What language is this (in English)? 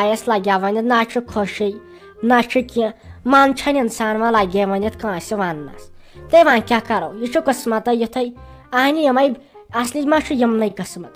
Kashmiri